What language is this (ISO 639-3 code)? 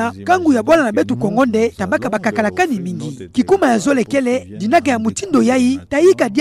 ktu